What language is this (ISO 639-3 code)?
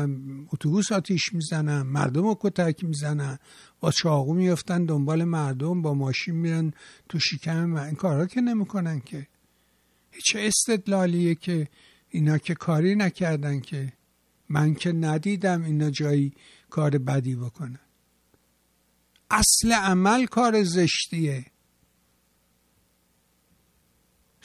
fas